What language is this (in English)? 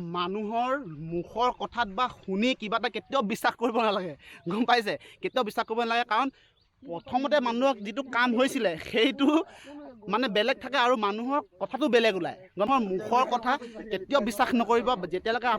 Assamese